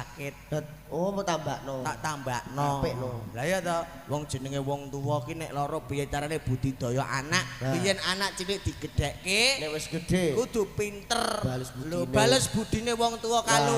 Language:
Javanese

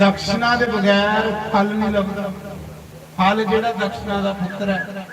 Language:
Dogri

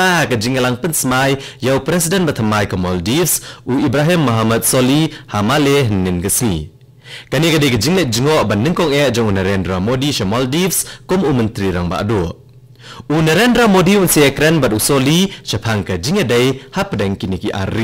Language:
Khasi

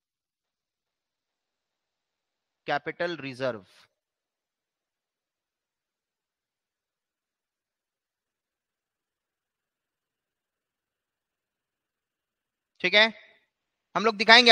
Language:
Hindi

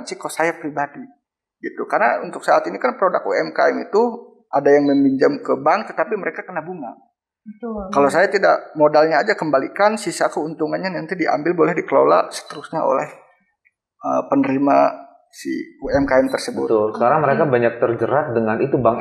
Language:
Indonesian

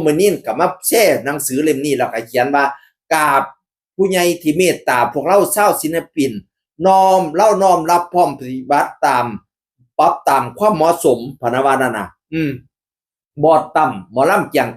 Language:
Northeastern Thai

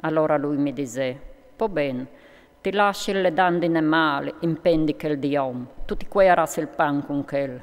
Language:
Friulian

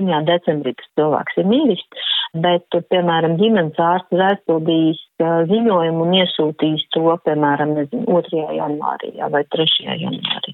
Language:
Latvian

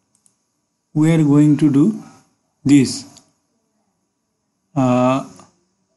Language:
English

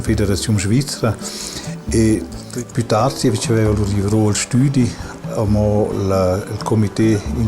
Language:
Romansh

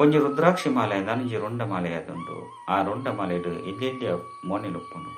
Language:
Tulu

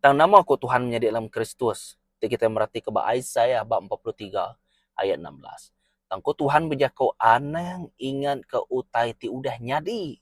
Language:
Iban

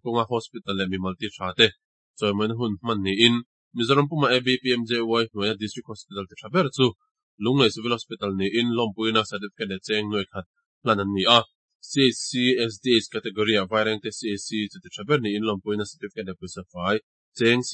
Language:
Mizo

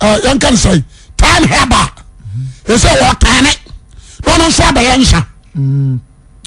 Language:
Akan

